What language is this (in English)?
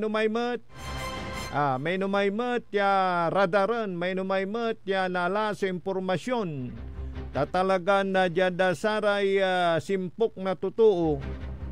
Pangasinan